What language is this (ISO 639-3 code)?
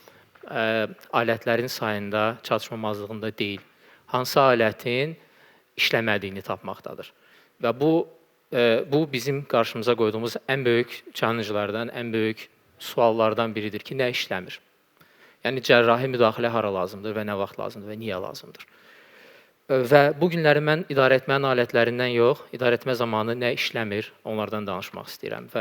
aze